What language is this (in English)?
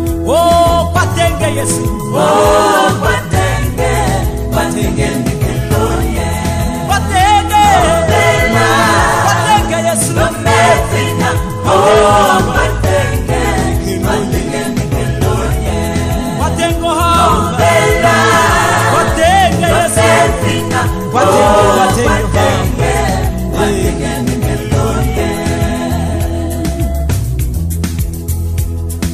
Swahili